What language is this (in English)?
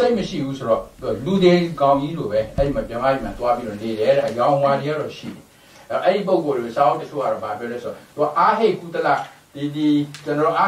Burmese